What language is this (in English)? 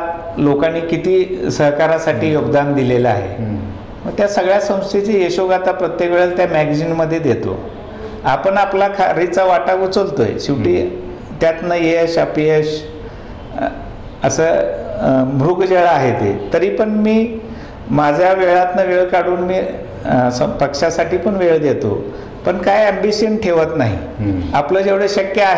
Marathi